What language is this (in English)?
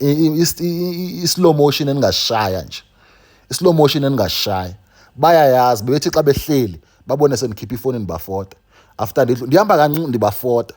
Zulu